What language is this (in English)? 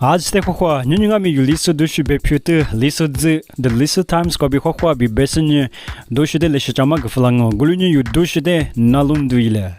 Lisu